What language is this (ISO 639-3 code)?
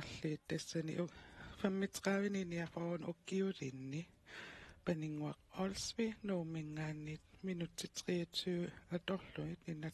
kal